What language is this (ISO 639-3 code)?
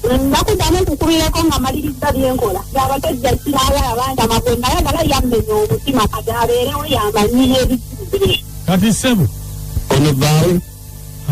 lug